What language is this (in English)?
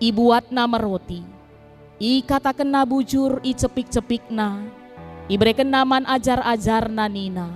Batak Karo